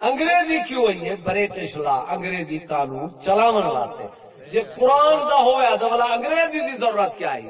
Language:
Saraiki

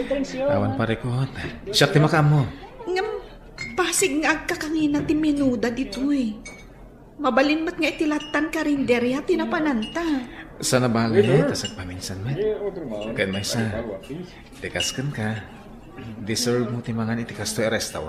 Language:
Iloko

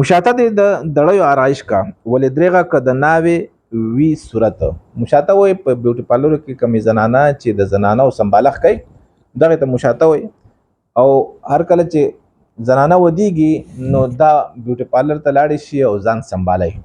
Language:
Pashto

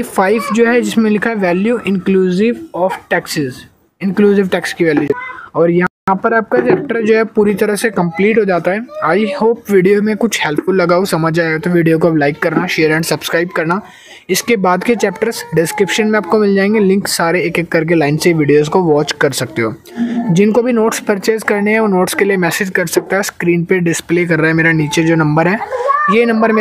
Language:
Hindi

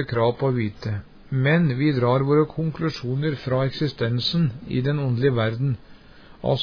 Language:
Norwegian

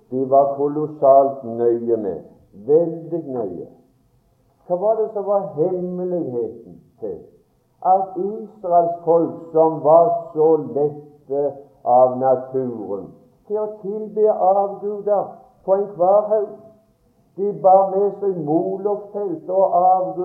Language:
Norwegian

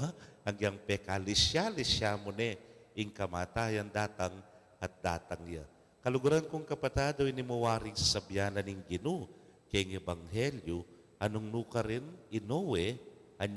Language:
Pampanga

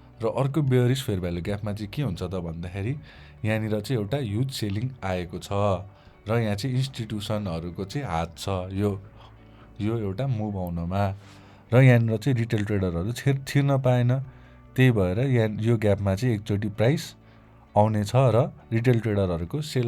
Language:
Nepali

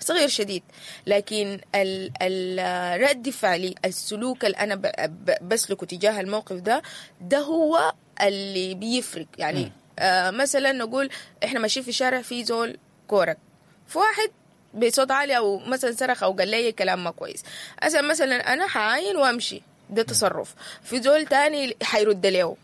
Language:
Sudanese Arabic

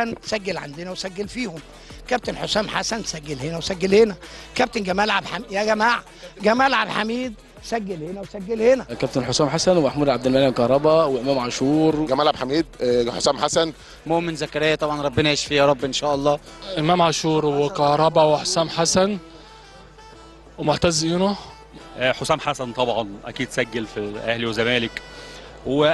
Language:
Egyptian Arabic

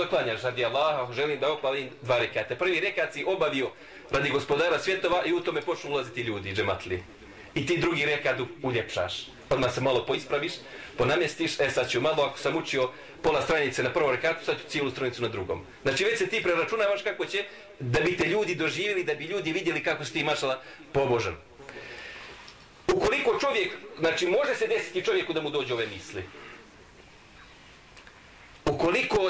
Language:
Bosnian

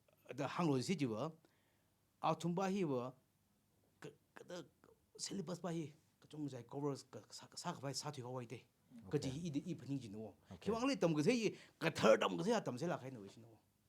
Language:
Tangkhul Naga (India)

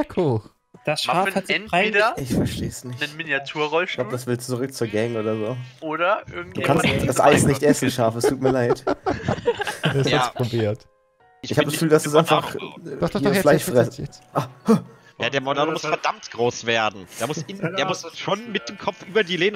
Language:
German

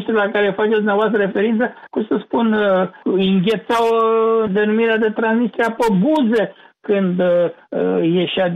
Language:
Romanian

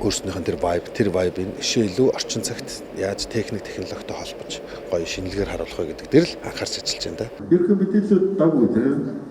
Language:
Mongolian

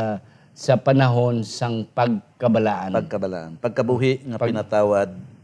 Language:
Hiligaynon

